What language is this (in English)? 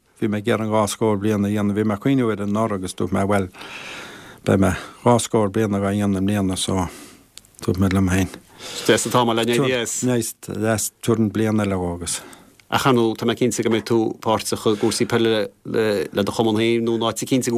Irish